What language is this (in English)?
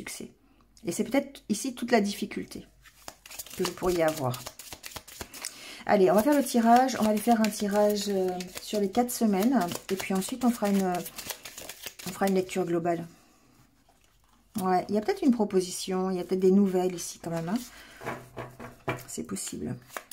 French